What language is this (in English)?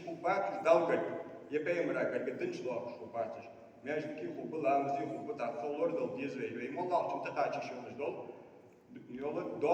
Ingush